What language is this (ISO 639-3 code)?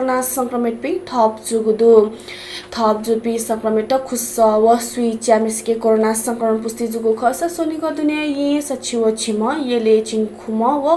new